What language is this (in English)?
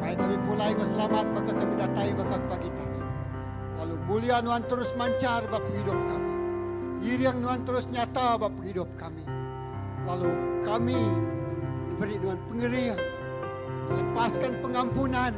Iban